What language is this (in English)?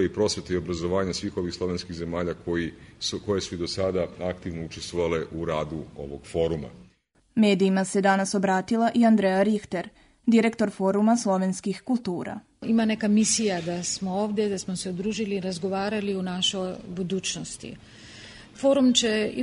Serbian